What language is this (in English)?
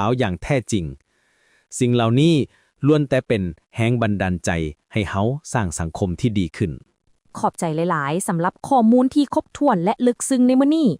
Lao